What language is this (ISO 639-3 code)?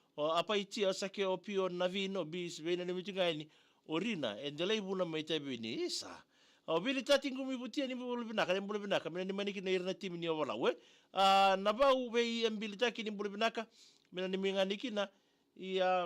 fij